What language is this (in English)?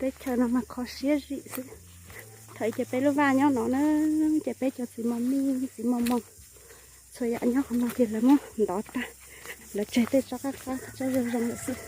Hmong